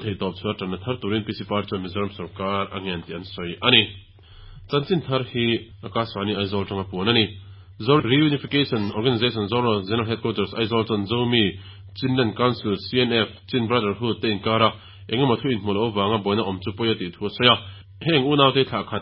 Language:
Mizo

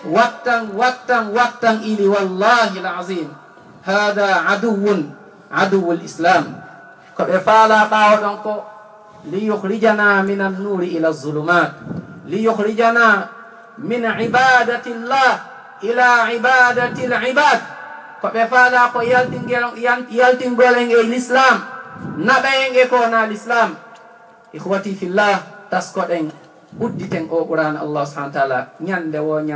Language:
Fula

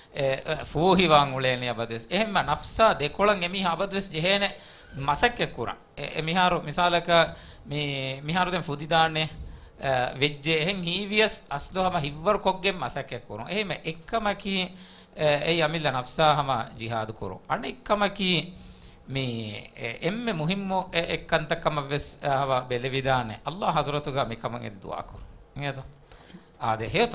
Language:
Divehi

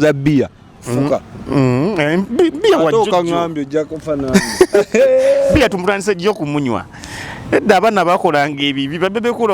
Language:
Ganda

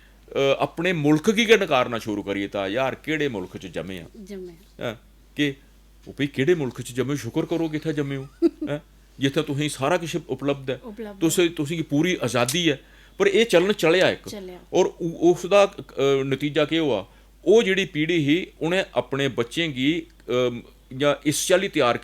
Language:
Dogri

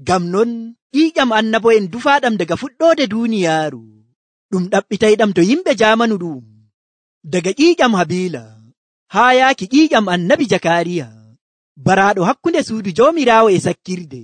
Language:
Nigerian Fulfulde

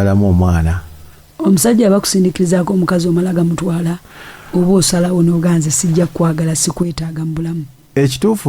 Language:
Ganda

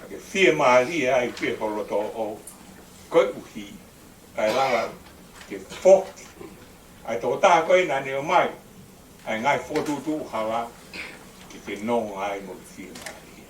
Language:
Tongan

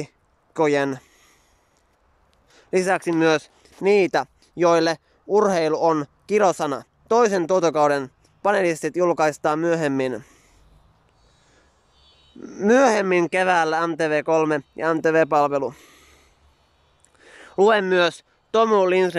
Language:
Finnish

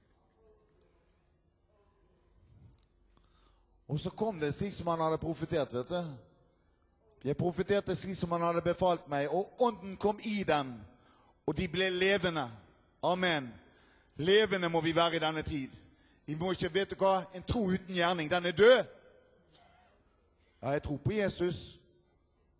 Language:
Norwegian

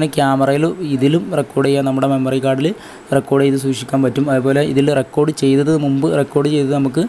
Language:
Malayalam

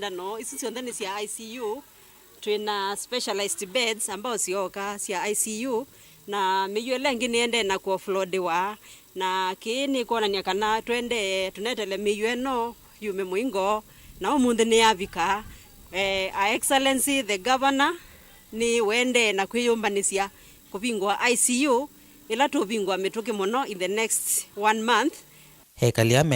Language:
Kamba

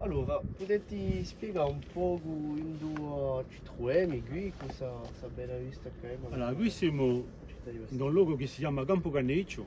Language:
Corsican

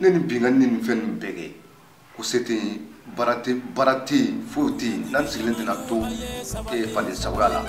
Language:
Bambara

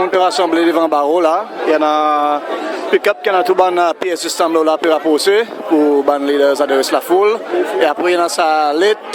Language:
Seselwa Creole French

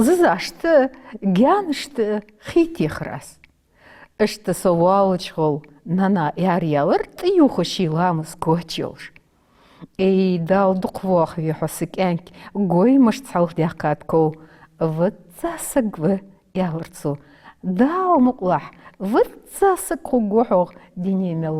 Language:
Ingush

